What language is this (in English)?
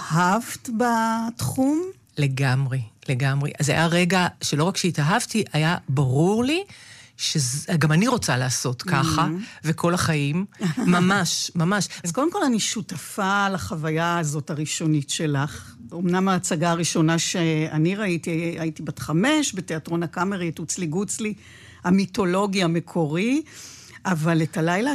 Hebrew